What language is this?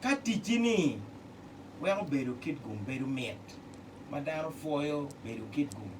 Acoli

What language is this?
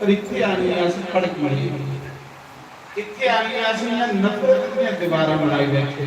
Dogri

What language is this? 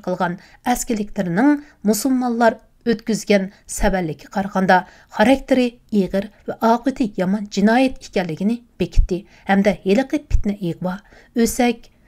Uyghur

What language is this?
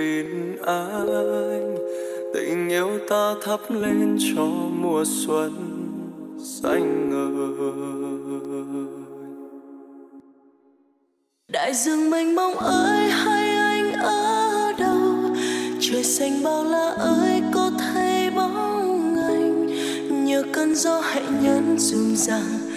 Vietnamese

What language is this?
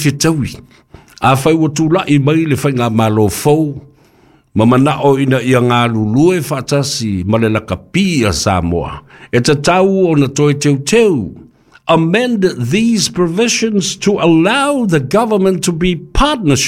Samoan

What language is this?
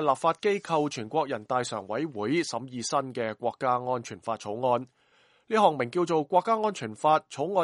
Cantonese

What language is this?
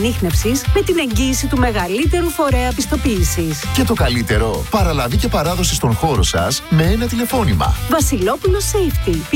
Greek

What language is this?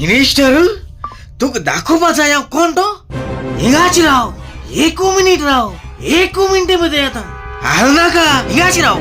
Konkani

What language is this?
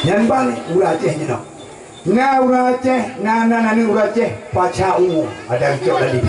Achinese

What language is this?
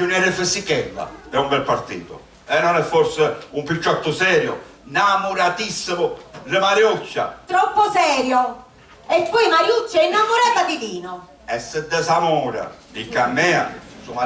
Sicilian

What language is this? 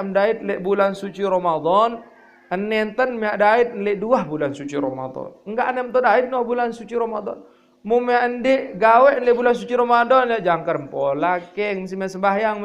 Sasak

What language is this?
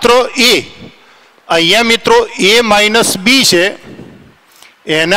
Gujarati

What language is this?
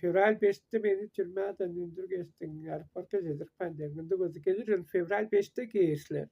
Tuvinian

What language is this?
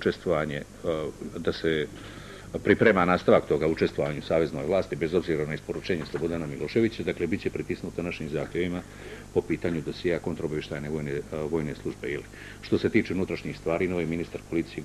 Bosnian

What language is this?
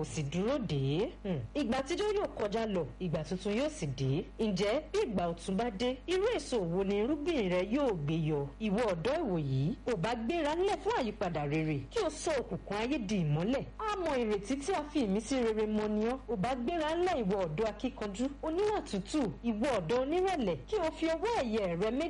Yoruba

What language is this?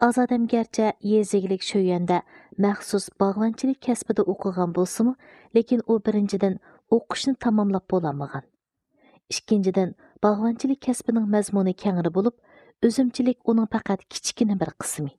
Uyghur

